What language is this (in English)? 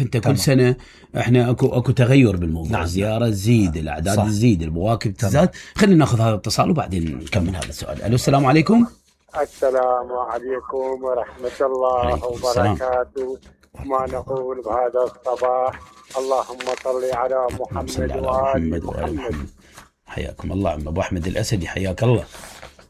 Mesopotamian Arabic